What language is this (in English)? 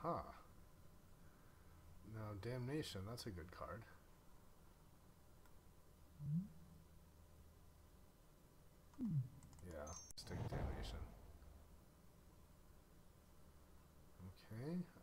English